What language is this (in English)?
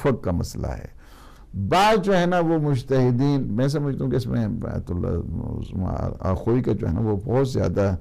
Urdu